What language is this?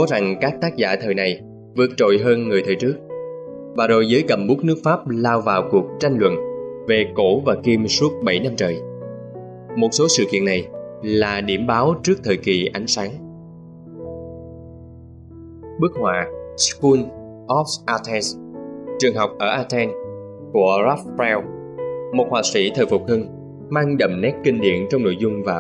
Vietnamese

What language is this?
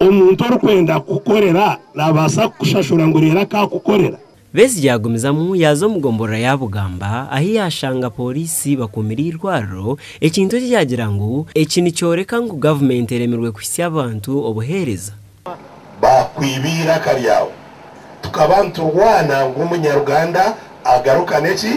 Nyankole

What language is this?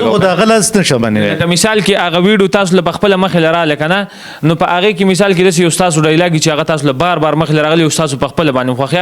Pashto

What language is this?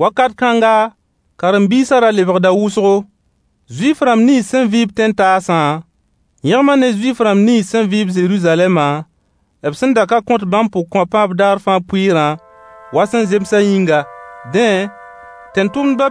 Mossi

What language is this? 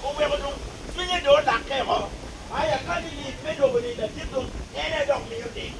Acoli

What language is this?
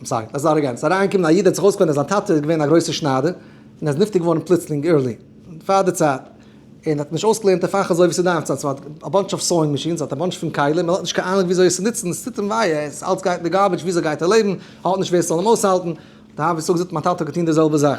Yiddish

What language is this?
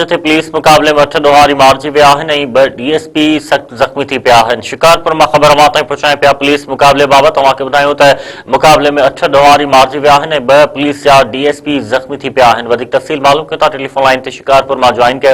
Sindhi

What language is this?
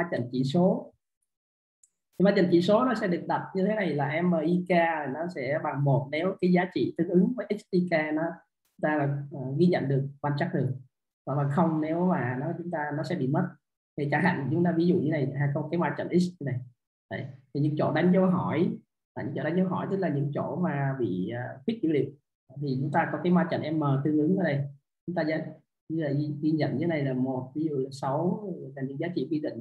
Vietnamese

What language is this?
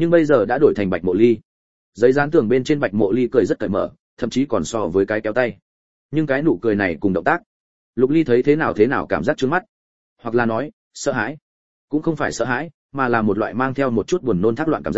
Vietnamese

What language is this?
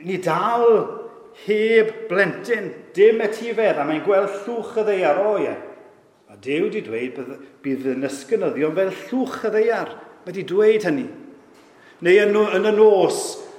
Welsh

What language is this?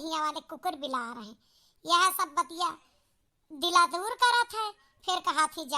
Awadhi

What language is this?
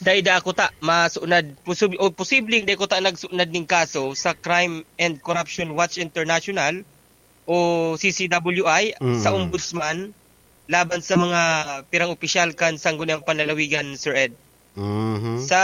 Bikol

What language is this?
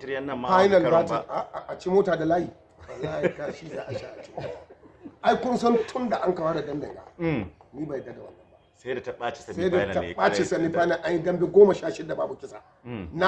Hausa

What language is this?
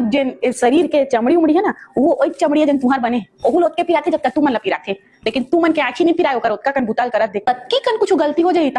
Chhattisgarhi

